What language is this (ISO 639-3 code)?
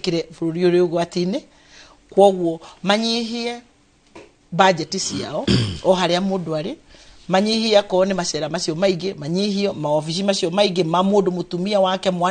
kik